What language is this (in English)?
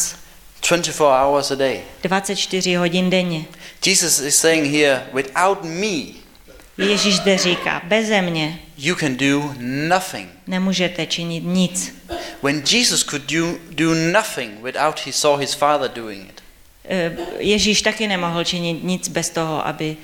Czech